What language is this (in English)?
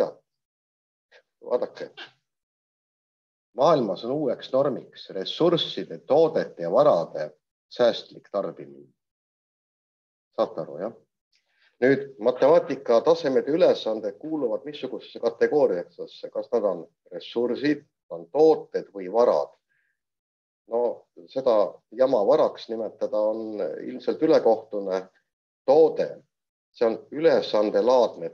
Estonian